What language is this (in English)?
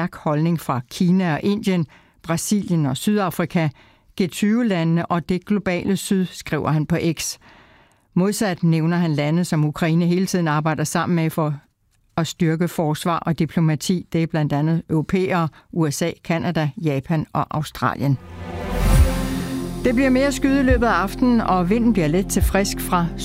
Danish